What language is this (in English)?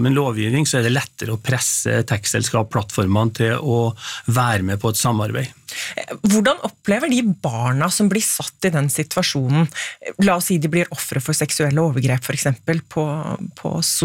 Norwegian